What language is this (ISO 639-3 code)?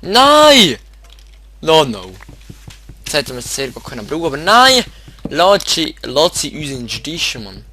gsw